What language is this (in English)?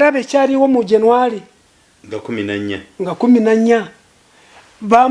Ganda